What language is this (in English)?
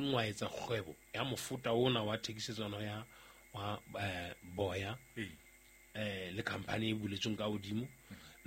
Southern Sotho